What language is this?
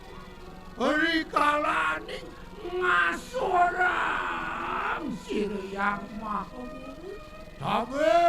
Balinese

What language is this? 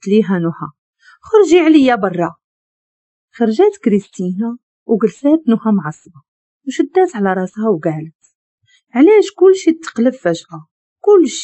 Moroccan Arabic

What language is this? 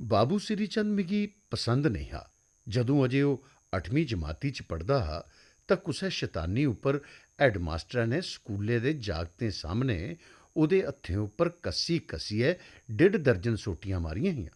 Dogri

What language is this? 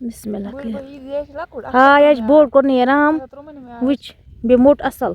Kashmiri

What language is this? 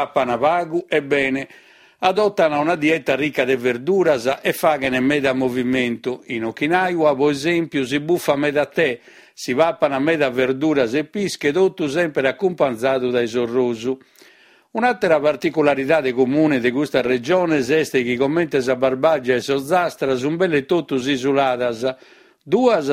Sardinian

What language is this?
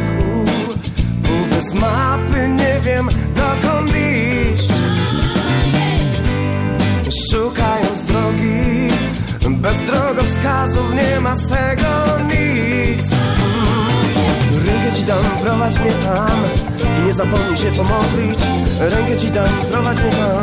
Polish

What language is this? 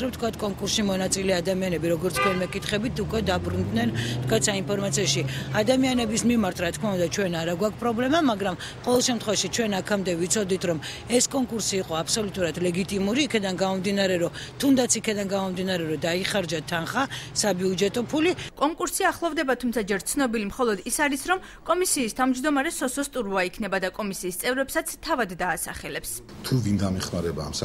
Georgian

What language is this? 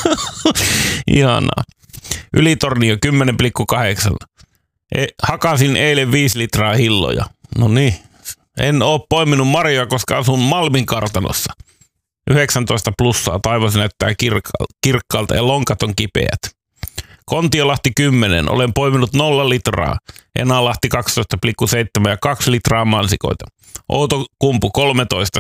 Finnish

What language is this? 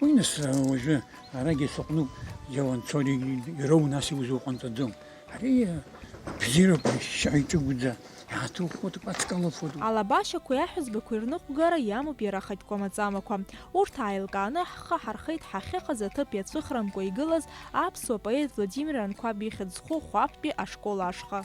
Abkhazian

